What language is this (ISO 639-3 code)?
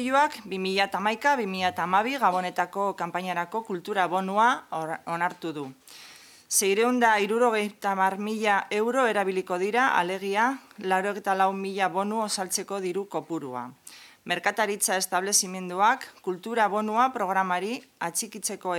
eus